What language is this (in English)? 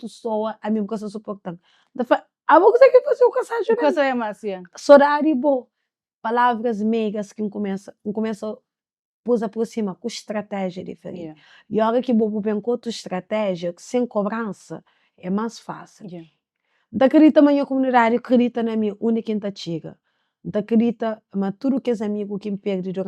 Kabuverdianu